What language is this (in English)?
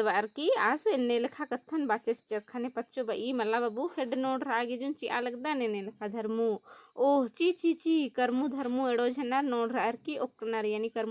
Kurukh